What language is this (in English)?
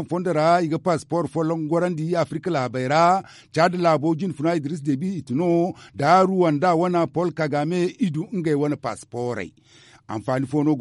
Zarma